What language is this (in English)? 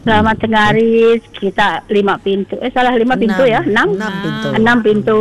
Iban